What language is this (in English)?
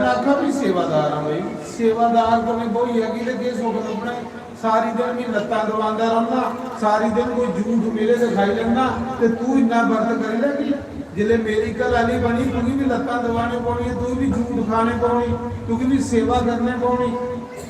Dogri